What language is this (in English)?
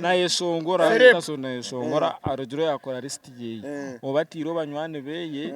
Nyankole